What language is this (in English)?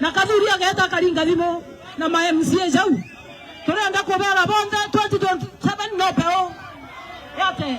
Meru